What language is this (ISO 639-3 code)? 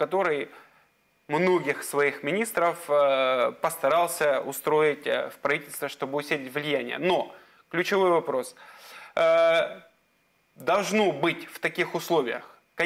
rus